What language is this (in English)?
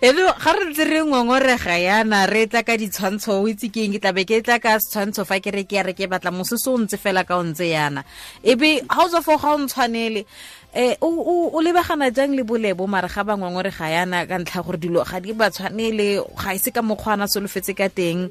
Tswana